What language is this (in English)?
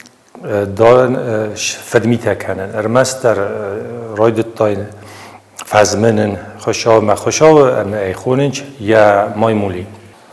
Ossetic